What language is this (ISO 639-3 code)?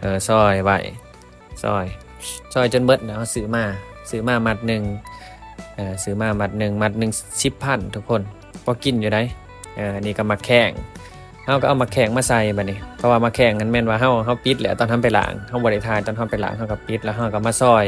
lao